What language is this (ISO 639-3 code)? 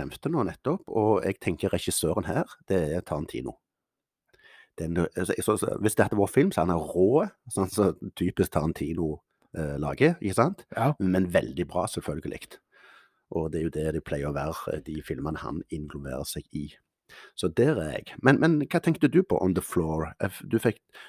nor